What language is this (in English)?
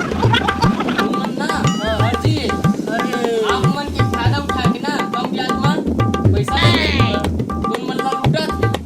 Chhattisgarhi